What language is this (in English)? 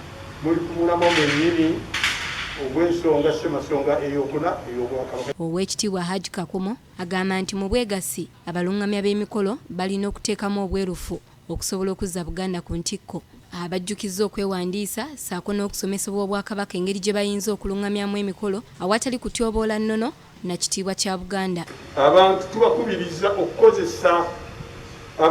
Ganda